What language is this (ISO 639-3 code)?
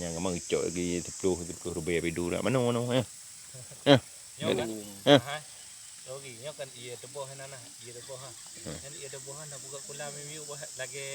ace